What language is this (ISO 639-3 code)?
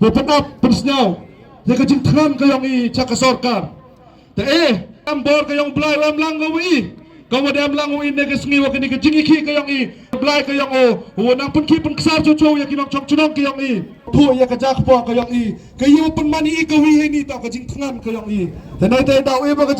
kha